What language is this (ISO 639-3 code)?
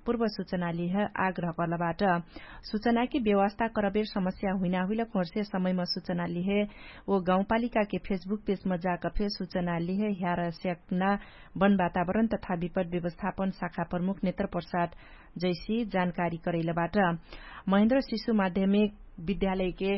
thl